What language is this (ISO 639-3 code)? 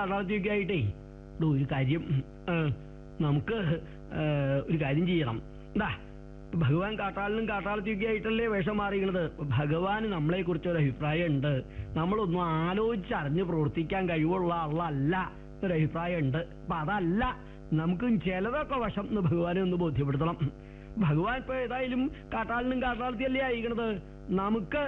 mal